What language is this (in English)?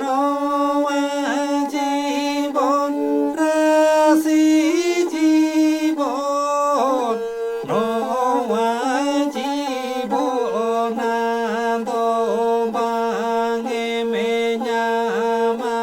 Santali